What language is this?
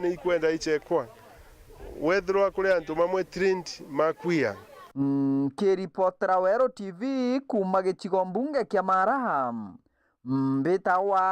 Meru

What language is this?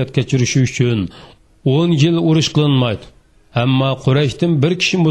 Uyghur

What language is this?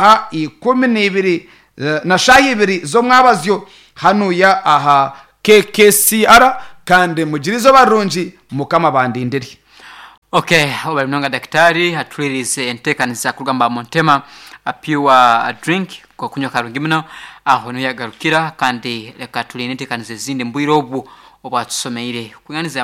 Nyankole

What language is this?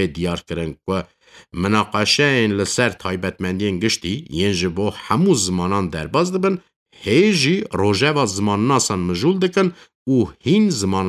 Kurdish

